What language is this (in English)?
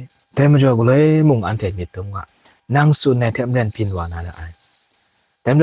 Kachin